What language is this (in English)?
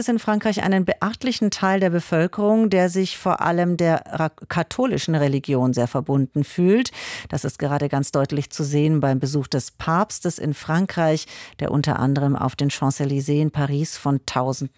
German